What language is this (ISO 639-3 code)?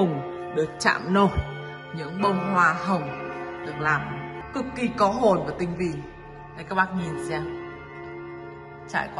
vie